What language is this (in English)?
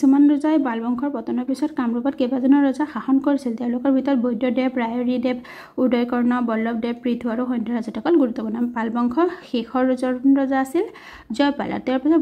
Assamese